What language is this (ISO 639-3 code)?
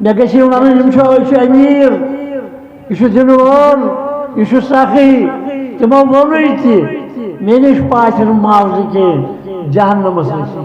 kas